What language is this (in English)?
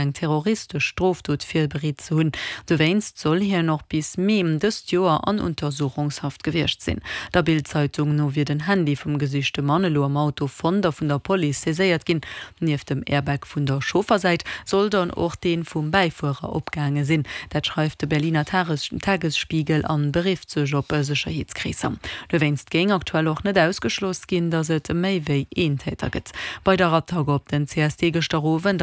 Luxembourgish